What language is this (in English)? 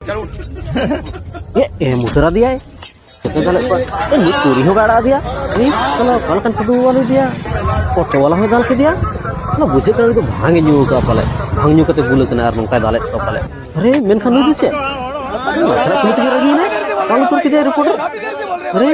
Santali